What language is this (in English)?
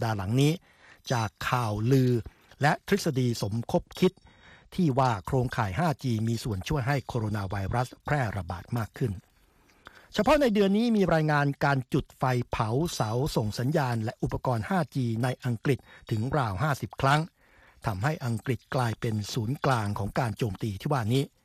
Thai